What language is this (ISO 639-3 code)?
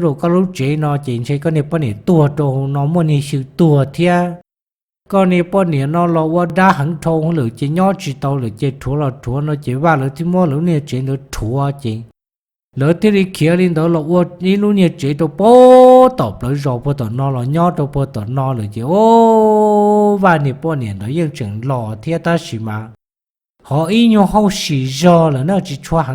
hmn